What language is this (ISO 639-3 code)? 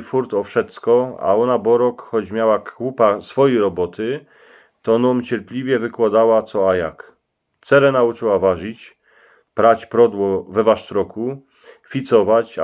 szl